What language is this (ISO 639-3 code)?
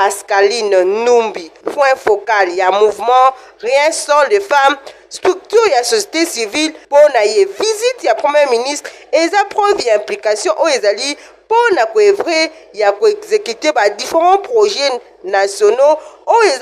lin